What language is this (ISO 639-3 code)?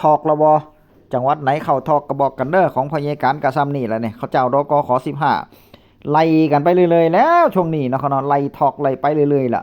tts